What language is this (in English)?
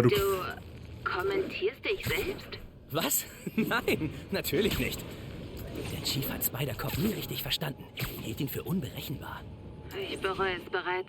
Bavarian